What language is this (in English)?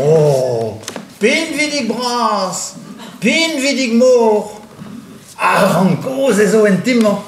Breton